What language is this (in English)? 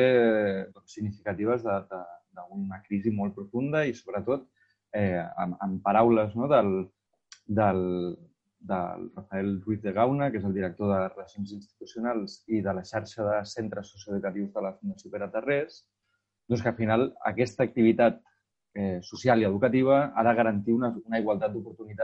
Catalan